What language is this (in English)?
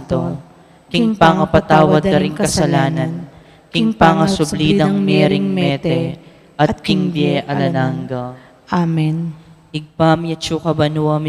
Pampanga